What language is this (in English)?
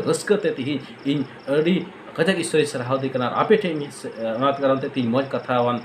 Santali